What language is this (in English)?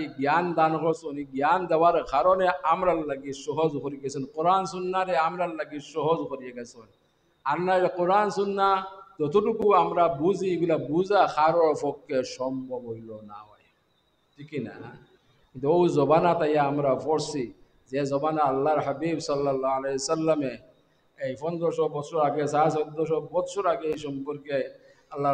Sylheti